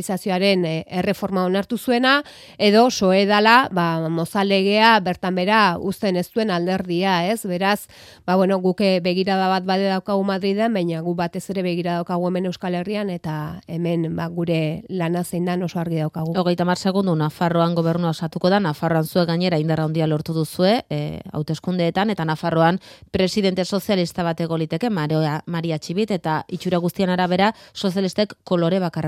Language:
Basque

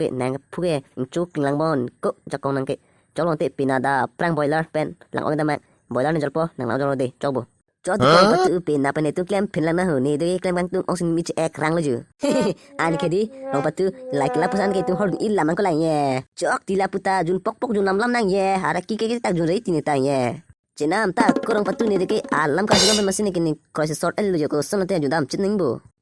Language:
Karbi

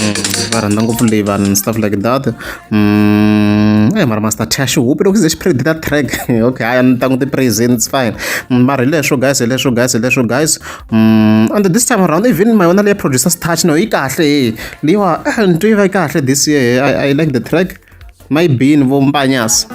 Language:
Tsonga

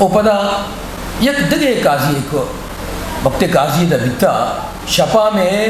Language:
Eastern Balochi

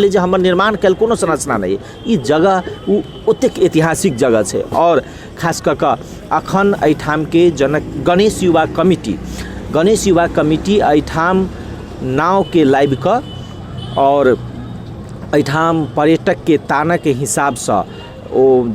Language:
Maithili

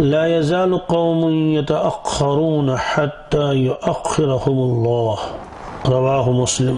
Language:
Kashmiri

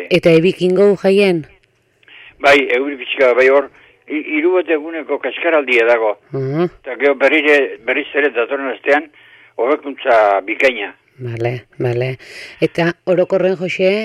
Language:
Basque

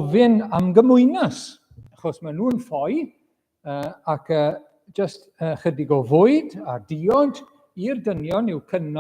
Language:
Welsh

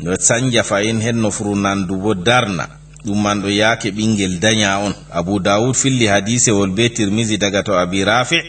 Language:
Fula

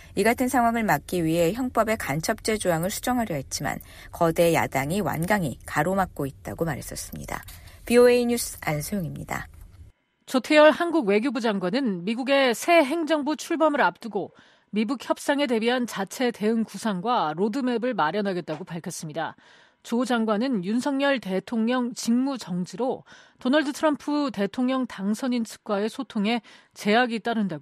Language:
Korean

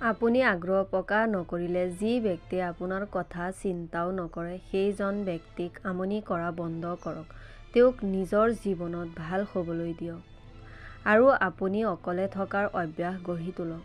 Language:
Assamese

